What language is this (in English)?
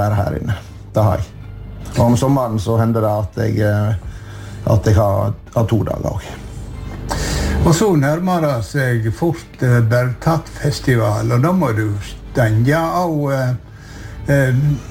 Norwegian